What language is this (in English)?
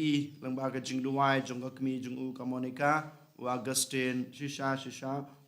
Khasi